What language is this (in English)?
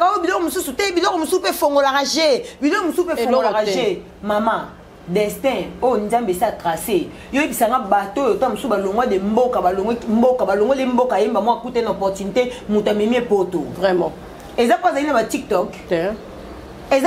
Lingala